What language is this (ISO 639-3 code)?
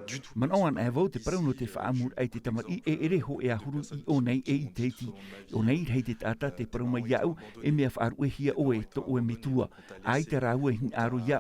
tah